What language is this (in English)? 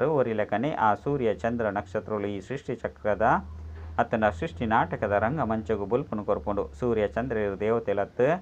Tulu